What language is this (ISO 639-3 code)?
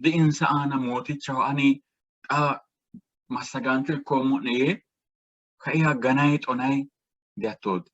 sid